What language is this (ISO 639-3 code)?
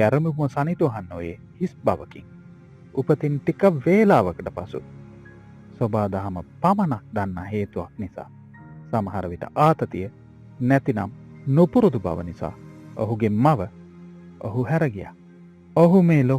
sin